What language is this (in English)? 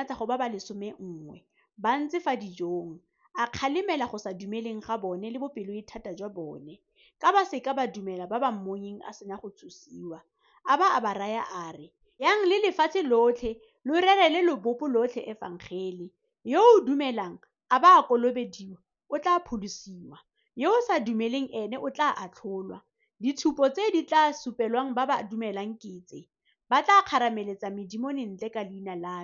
Tswana